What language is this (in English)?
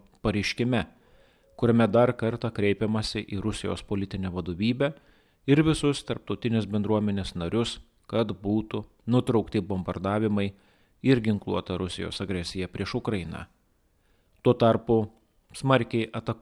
Lithuanian